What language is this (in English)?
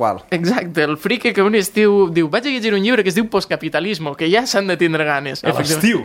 Catalan